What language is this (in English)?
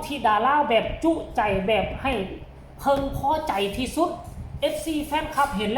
Northeastern Thai